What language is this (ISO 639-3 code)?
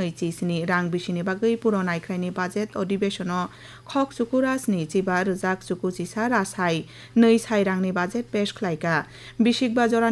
trp